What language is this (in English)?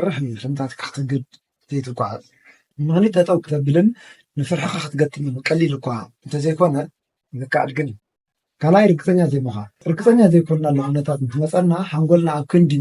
Tigrinya